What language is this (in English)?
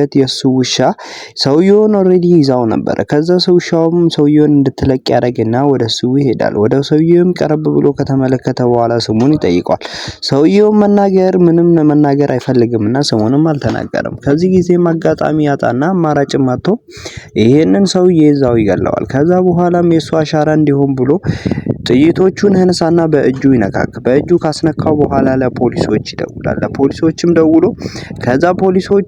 Amharic